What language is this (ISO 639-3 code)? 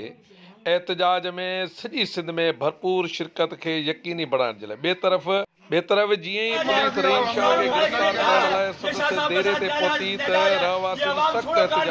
snd